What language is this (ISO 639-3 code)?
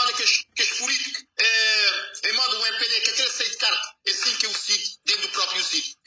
kea